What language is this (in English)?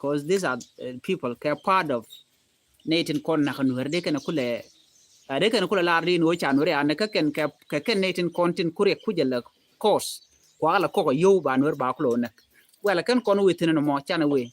Nuer